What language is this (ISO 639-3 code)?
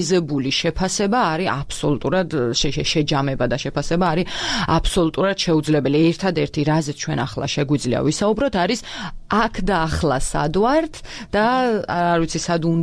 kat